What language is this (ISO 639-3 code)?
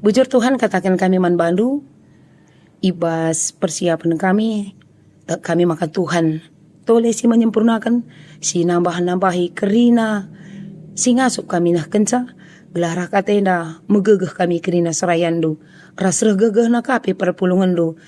btx